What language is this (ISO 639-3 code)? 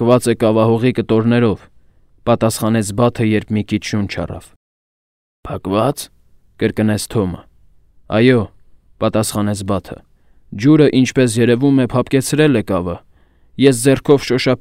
hye